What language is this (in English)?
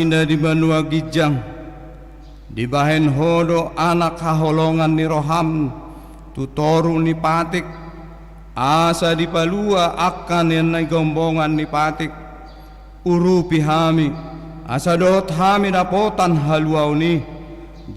Batak Toba